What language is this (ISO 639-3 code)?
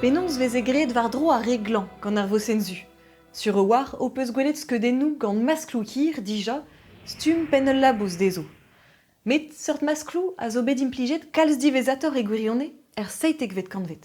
bre